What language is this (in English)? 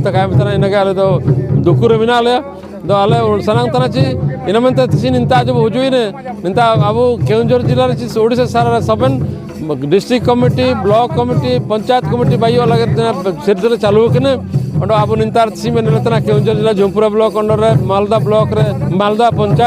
Santali